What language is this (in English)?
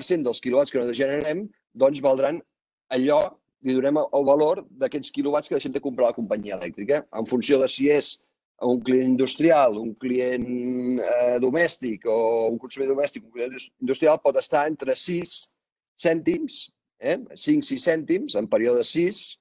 Catalan